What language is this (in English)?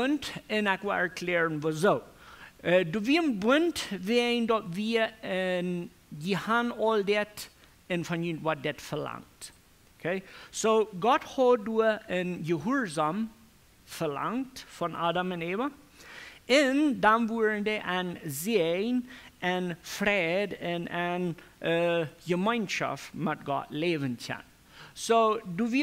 Plautdietsch